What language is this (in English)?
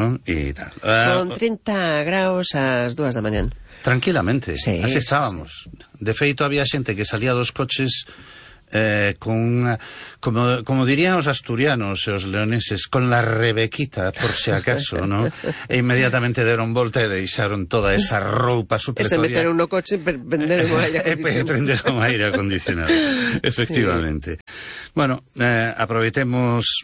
Galician